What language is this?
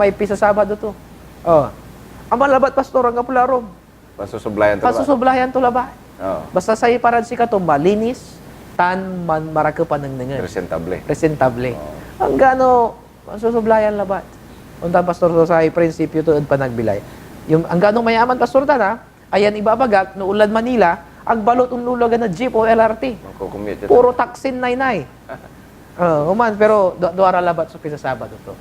Pangasinan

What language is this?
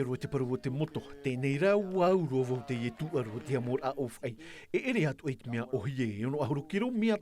Tahitian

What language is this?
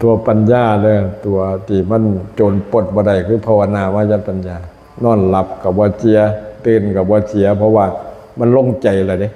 Lao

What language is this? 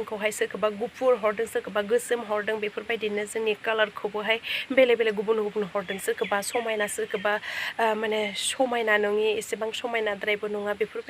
Bodo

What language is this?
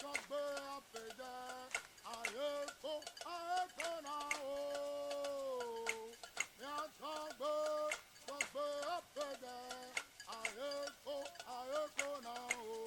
Ewe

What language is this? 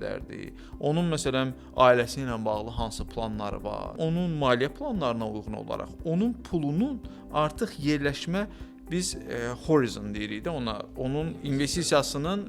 Azerbaijani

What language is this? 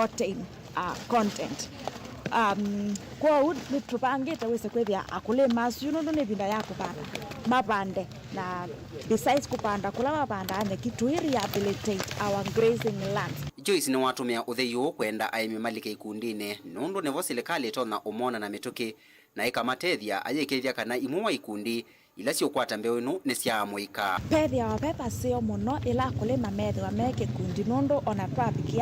Kamba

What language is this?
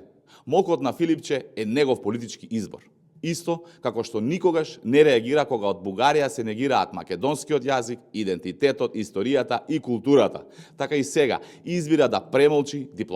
Macedonian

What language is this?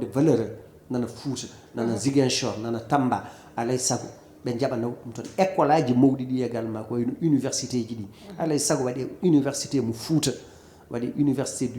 Fula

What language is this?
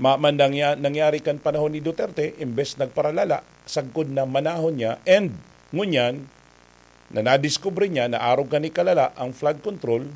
Bikol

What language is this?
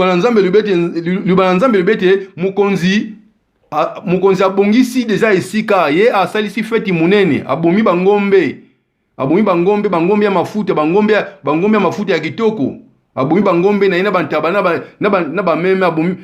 Lingala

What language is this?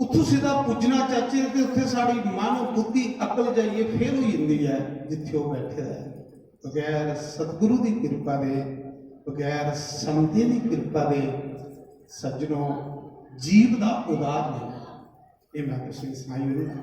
Dogri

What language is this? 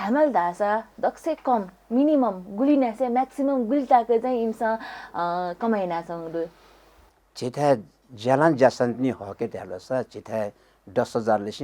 Newari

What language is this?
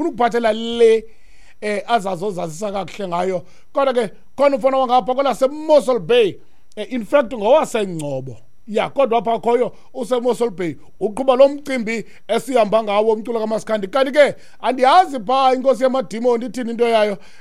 Xhosa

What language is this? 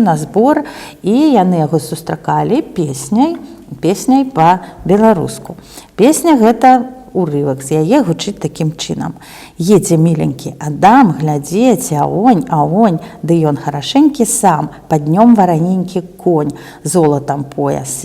Belarusian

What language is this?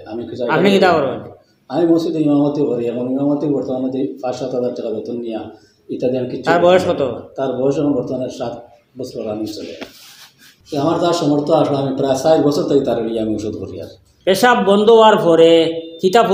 Sylheti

